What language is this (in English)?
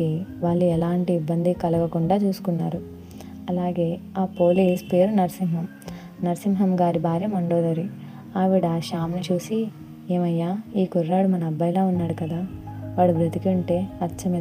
Telugu